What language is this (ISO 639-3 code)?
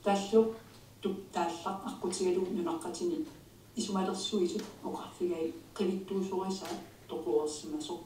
kal